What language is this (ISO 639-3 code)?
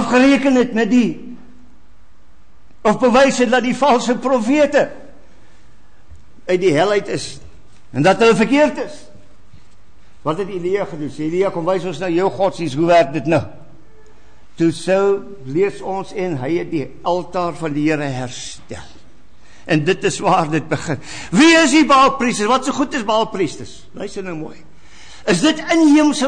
afr